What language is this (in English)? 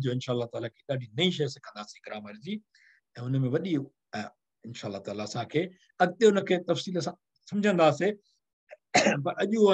Sindhi